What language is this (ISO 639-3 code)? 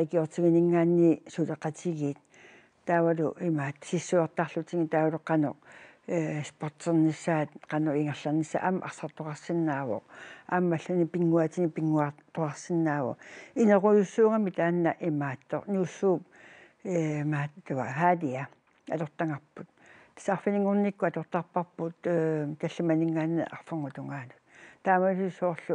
kal